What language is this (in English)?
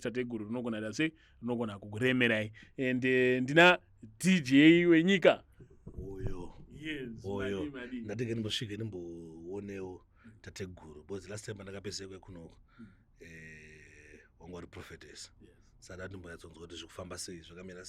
Shona